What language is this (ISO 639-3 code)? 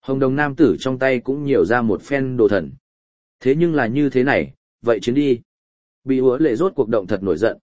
vie